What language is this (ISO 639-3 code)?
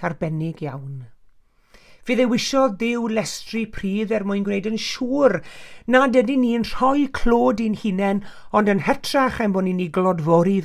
cym